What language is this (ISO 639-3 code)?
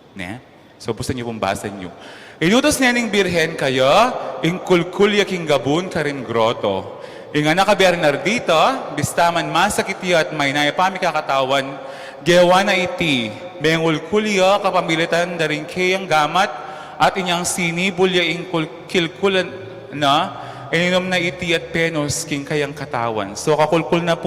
pam